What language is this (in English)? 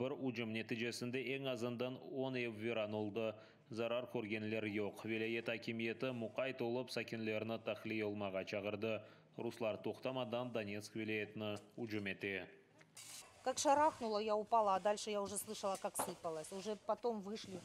Crimean Tatar